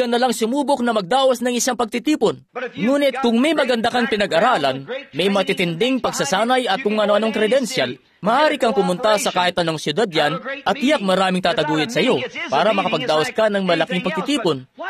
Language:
Filipino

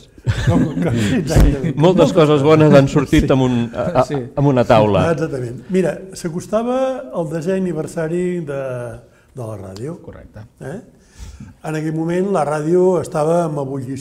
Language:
Catalan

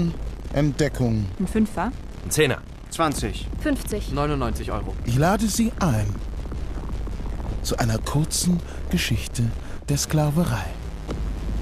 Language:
German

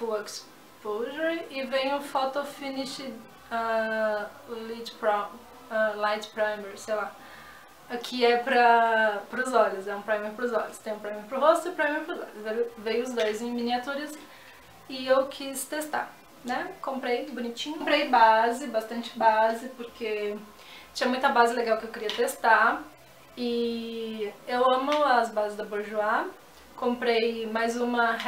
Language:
Portuguese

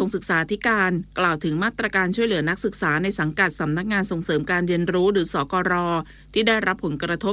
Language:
Thai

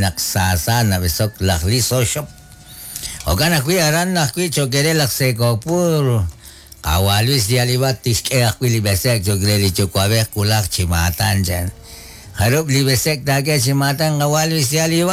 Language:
Kekchí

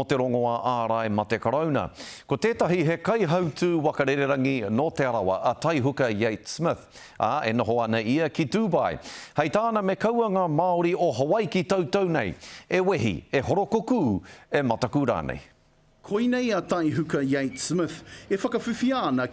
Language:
Māori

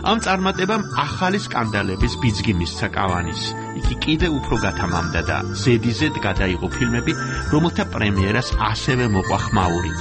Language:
Georgian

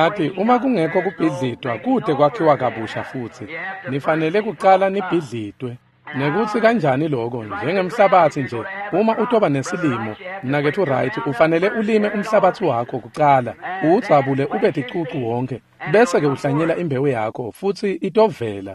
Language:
Swati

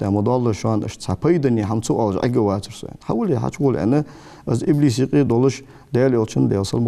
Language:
Ingush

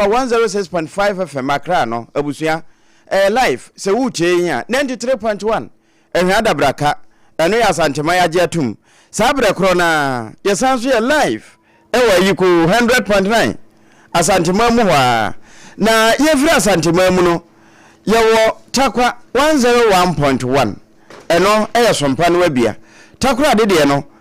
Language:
Akan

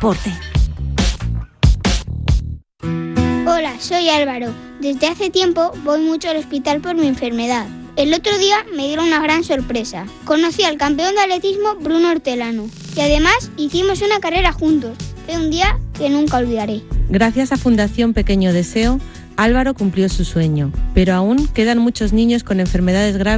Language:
Spanish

